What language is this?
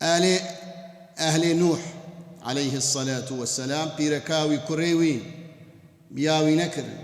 Kurdish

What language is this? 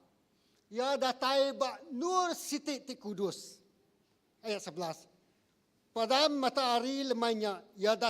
Iban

